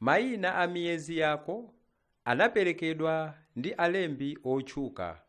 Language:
Nyanja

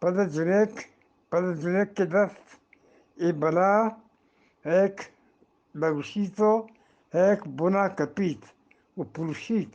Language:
Eastern Balochi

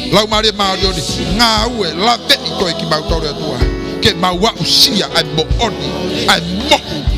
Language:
Tongan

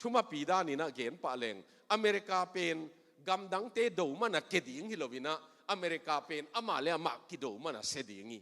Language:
Tedim Chin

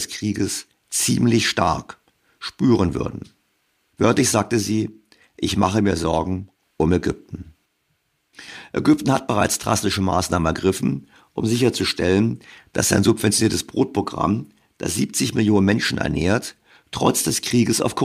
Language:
German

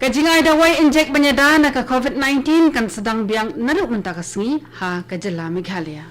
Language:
Khasi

